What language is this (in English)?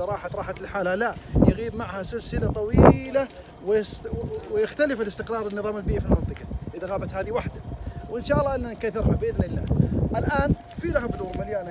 Arabic